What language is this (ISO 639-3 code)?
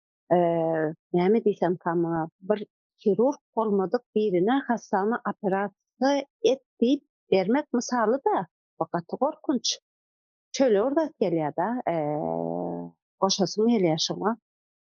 tuk